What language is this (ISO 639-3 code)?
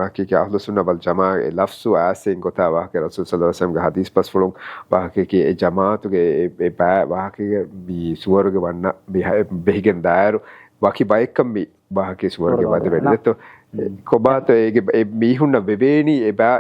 div